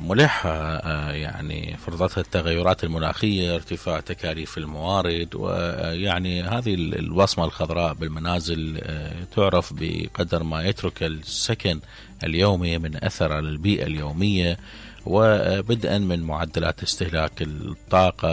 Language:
Mesopotamian Arabic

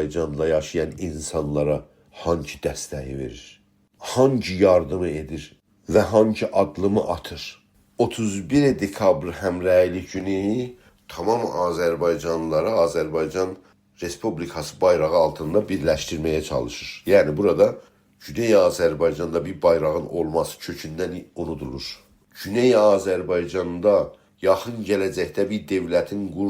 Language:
South Azerbaijani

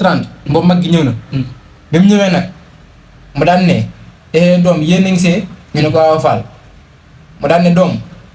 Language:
Wolof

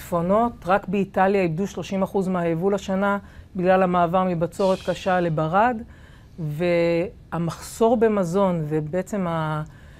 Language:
Hebrew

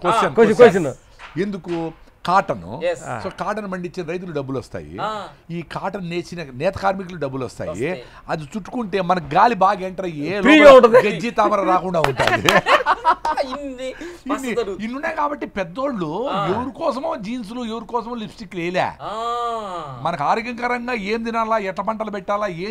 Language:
Telugu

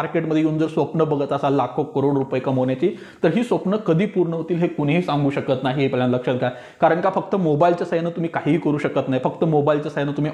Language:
Marathi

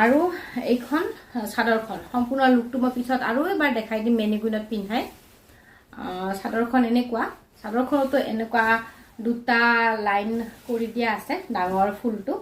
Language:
Assamese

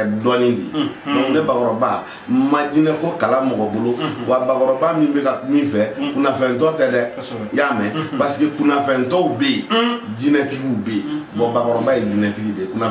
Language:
Bambara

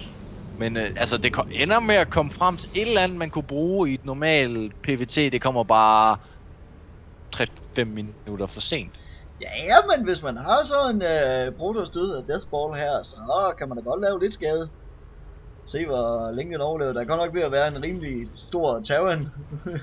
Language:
Danish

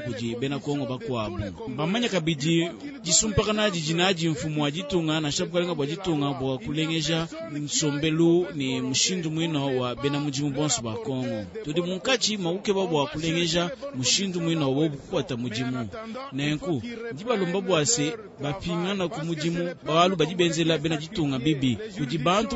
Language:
Luba-Lulua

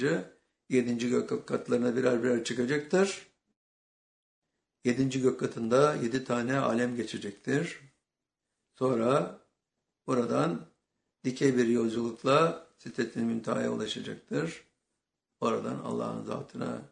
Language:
Turkish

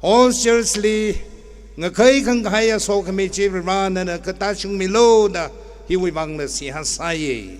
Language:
Tangkhul Naga (India)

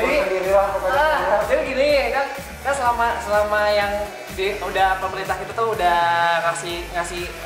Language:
Indonesian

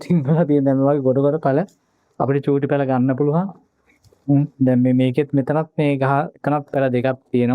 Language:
Sinhala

